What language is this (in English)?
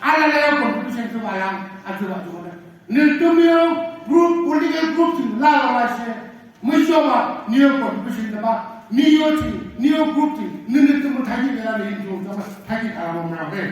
Naga Pidgin